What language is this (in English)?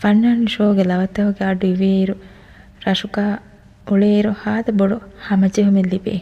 Divehi